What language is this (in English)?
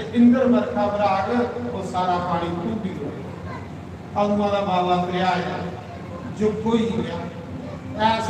Dogri